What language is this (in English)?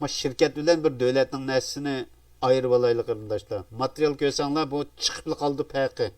Uyghur